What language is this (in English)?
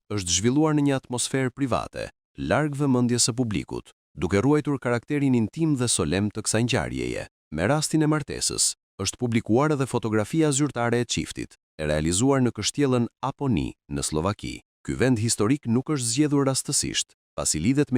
Albanian